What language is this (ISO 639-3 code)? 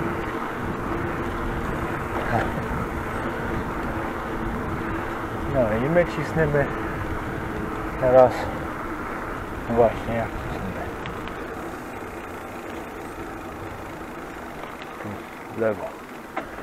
pol